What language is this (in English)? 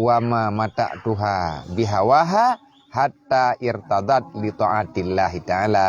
Achinese